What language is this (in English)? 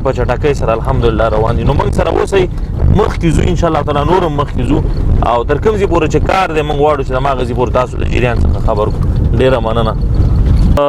Pashto